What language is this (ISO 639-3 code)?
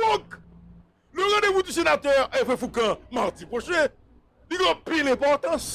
hat